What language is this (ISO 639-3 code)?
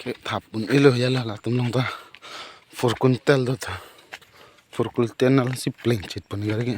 mjw